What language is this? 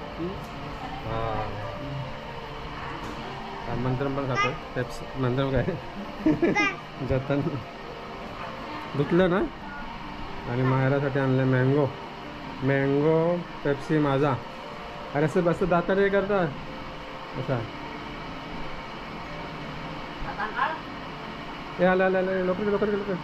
Marathi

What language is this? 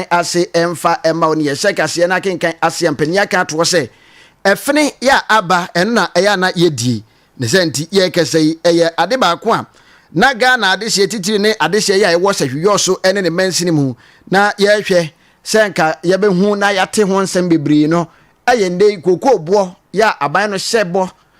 Akan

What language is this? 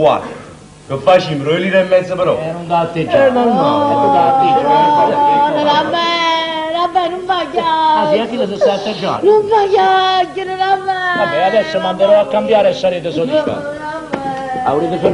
Neapolitan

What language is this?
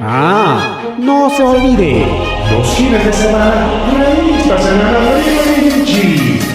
Ayacucho Quechua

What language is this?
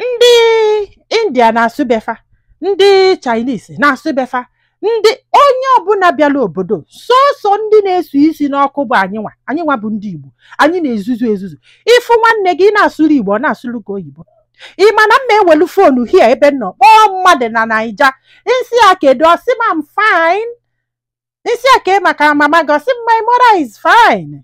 Igbo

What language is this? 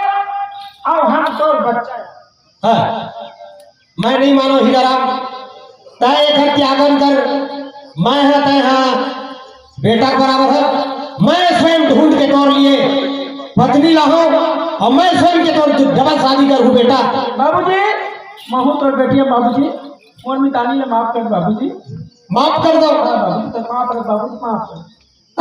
Chhattisgarhi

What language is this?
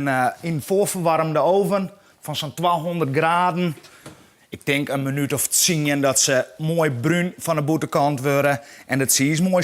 Western Frisian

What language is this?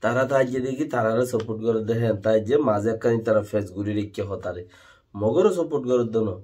Rohingya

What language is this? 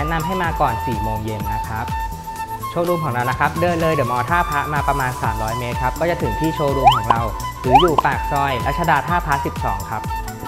Thai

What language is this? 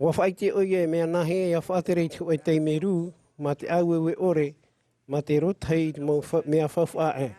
Tahitian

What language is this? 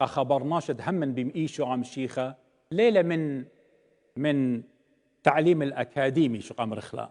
Assyrian Neo-Aramaic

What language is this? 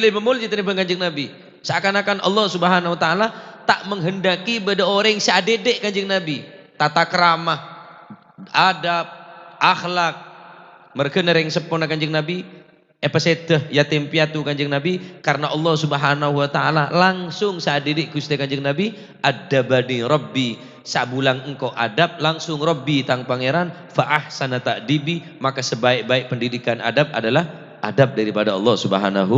Madurese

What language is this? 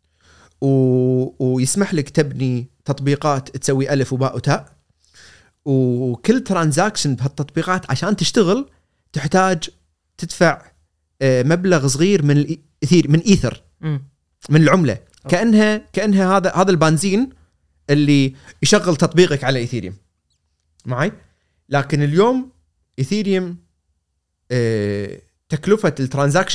Gulf Arabic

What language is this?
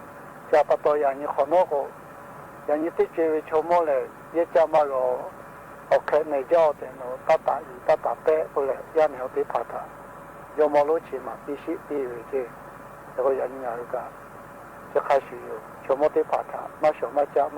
Lahu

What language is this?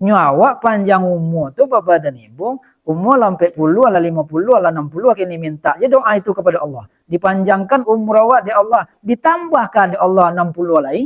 Minangkabau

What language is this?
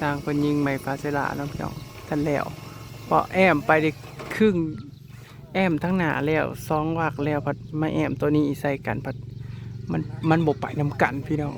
Northeastern Thai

